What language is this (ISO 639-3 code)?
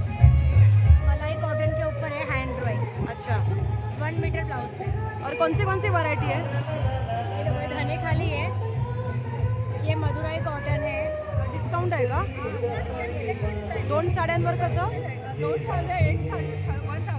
mar